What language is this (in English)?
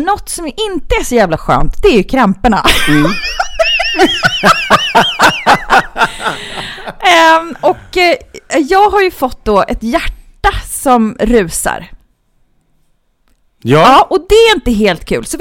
Swedish